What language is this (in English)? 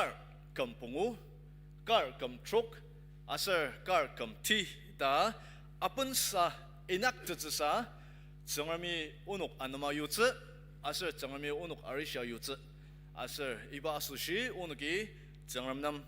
Ao Naga